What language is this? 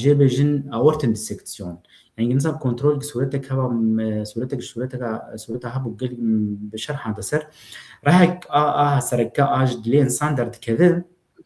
Kurdish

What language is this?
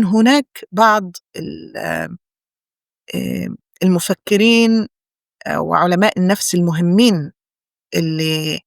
North Levantine Arabic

